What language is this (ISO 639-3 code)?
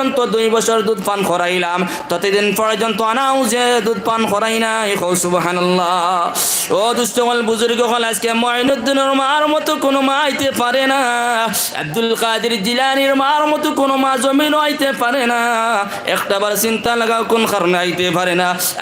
syl